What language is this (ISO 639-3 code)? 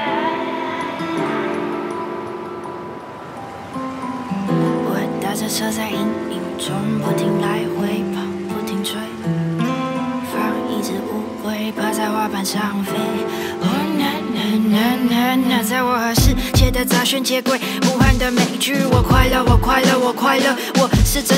zho